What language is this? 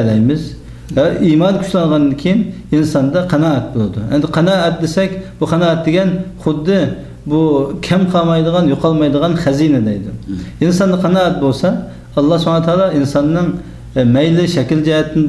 Uyghur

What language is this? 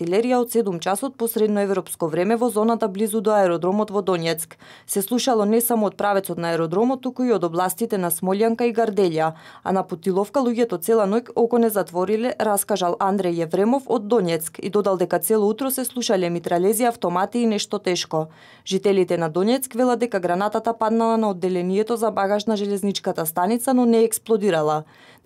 Macedonian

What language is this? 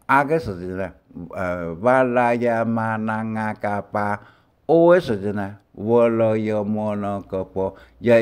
Hakka Chinese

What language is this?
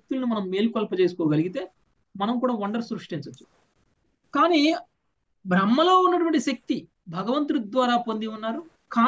Telugu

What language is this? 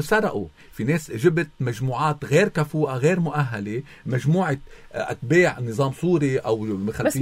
North Levantine Arabic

